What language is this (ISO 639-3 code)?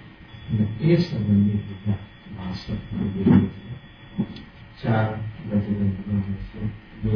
guj